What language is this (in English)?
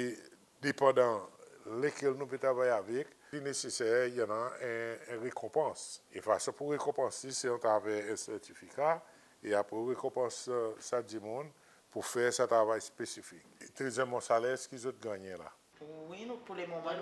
Seselwa Creole French